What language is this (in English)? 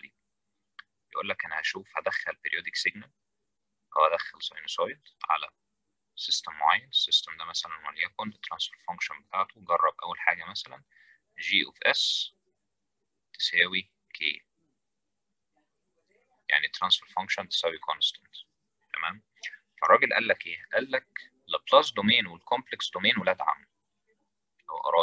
Egyptian Arabic